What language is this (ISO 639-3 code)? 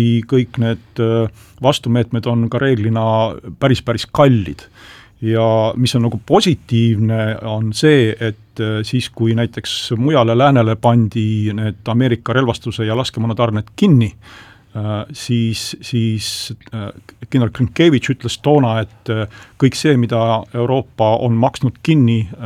est